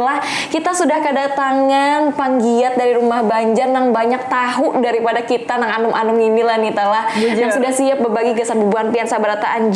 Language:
Banjar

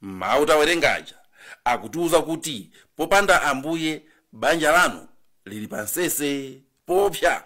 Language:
Nyanja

